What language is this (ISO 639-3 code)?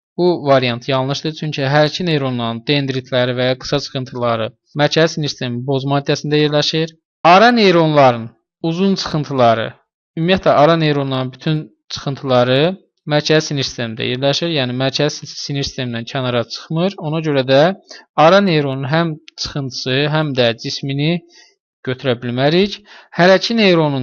aze